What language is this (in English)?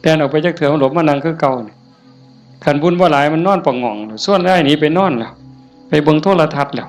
Northeastern Thai